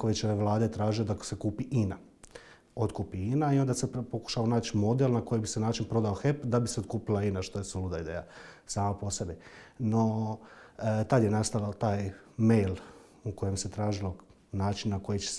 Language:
Croatian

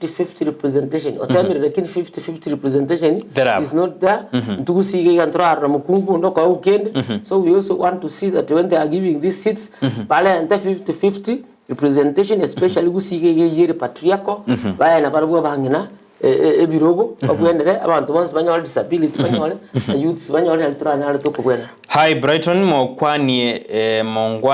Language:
Gusii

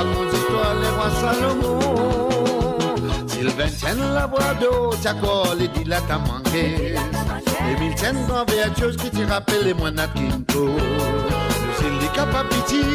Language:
Morisyen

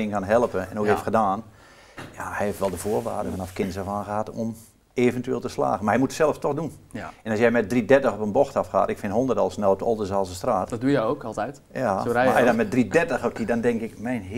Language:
Dutch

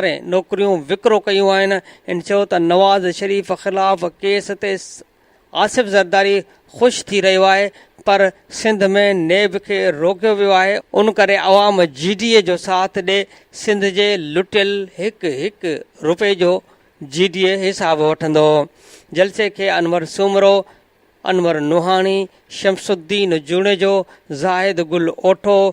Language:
Sindhi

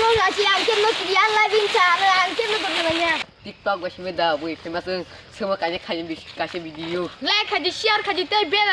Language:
Kok Borok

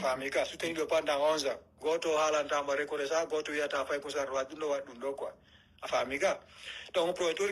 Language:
Pular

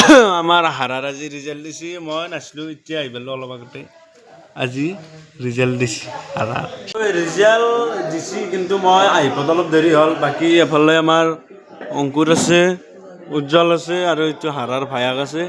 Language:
Assamese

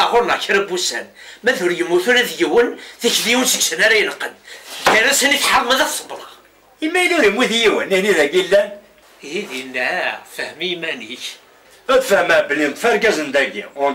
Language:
Kabyle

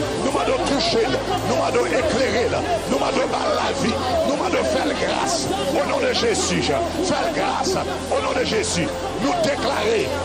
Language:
Haitian Creole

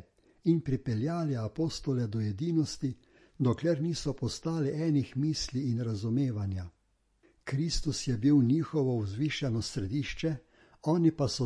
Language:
Slovenian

